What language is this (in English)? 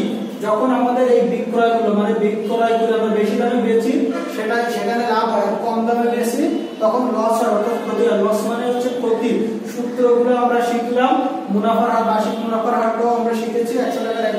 Bangla